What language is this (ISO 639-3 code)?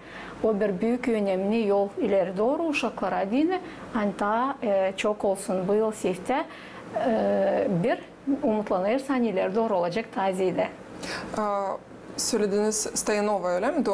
gag